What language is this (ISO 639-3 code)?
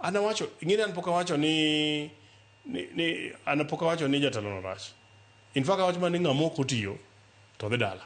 luo